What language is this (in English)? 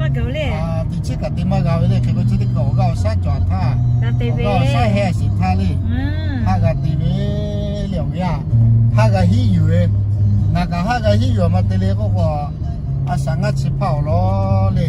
Lahu